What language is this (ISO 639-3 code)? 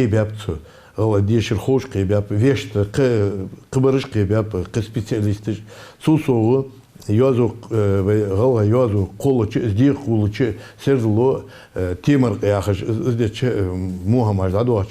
inh